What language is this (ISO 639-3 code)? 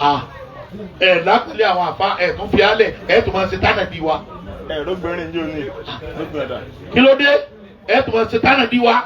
yor